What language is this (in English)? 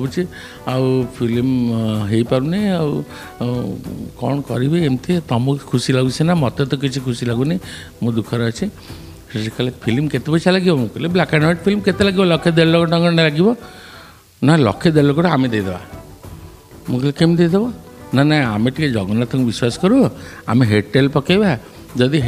Odia